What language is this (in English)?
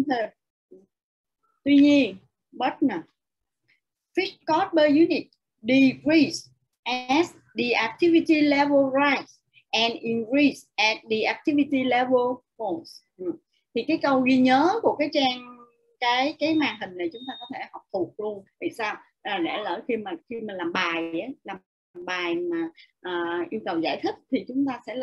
Vietnamese